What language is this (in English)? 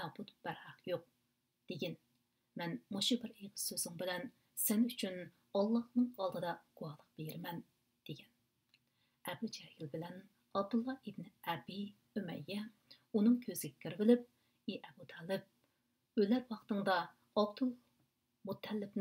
Uyghur